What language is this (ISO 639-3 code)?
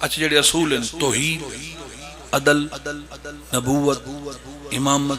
phr